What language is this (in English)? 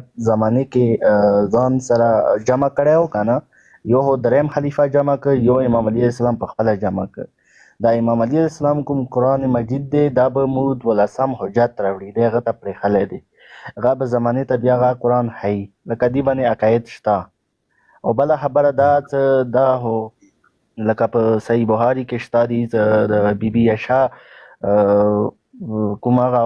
Pashto